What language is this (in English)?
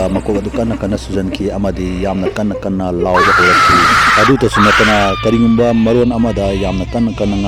Manipuri